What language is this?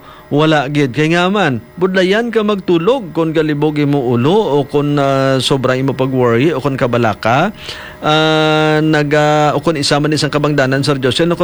Hiligaynon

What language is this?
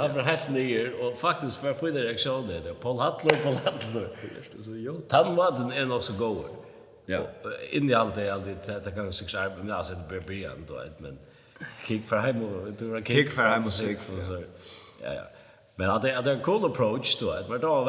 Faroese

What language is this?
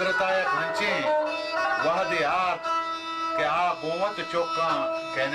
Baluchi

